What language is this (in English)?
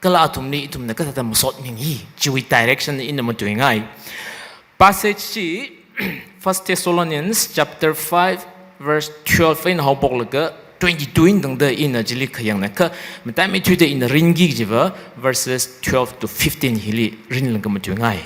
Tangkhul Naga (India)